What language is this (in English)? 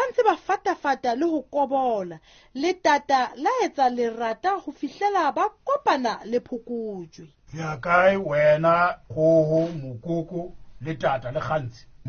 Southern Sotho